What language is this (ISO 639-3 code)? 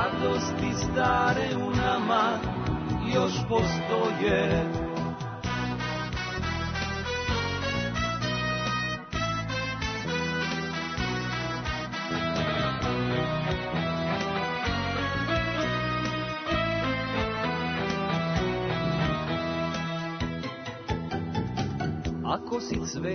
srp